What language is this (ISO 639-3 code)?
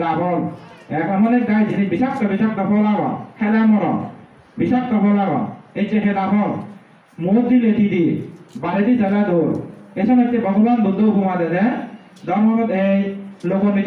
ccp